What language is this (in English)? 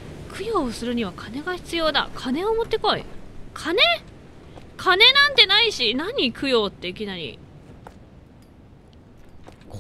Japanese